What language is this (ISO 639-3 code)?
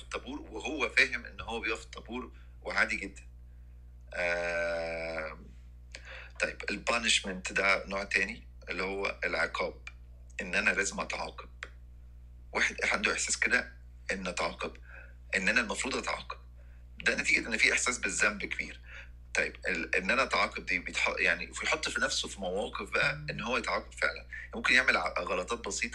arz